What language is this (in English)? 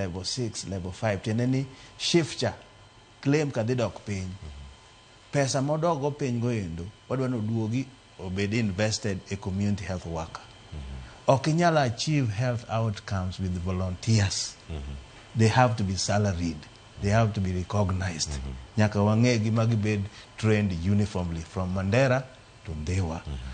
Luo (Kenya and Tanzania)